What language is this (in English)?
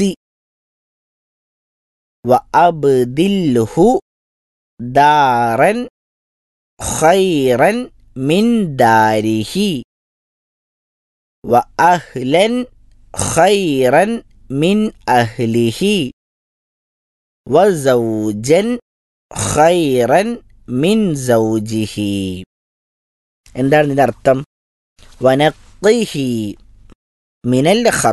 Malayalam